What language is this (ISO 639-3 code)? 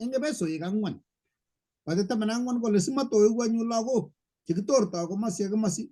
kln